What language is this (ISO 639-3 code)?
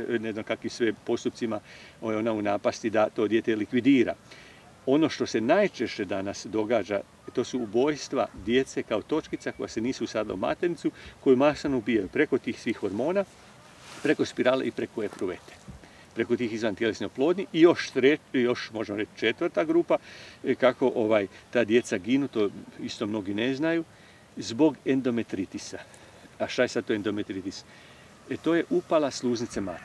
hrv